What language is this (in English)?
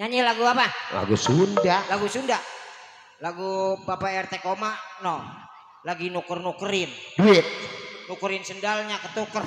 Betawi